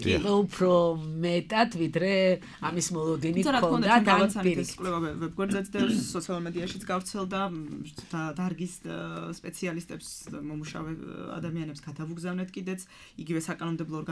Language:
Georgian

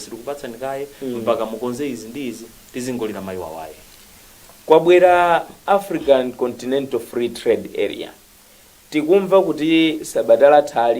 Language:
Nyanja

